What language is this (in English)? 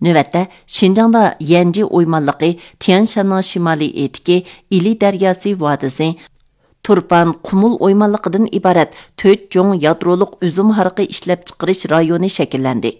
Uyghur